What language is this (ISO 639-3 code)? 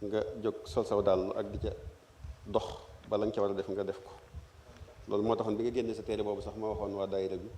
wol